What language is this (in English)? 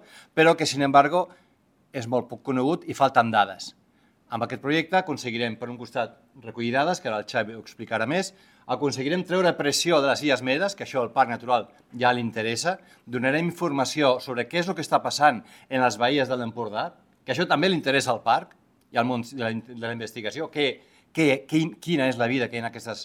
Catalan